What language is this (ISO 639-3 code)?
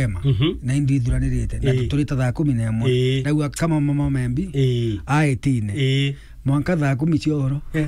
mer